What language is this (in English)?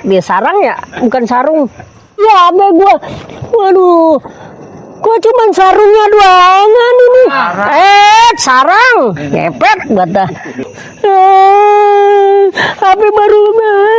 Betawi